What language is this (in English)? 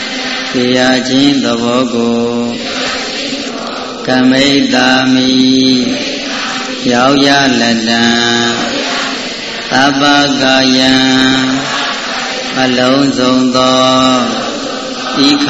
Burmese